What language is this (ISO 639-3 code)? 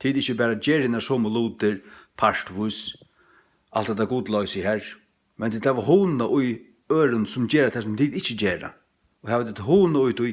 fao